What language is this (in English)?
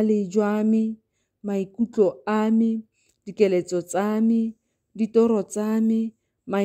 Tswana